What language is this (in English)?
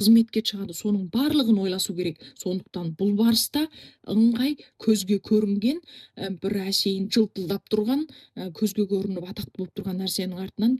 Kazakh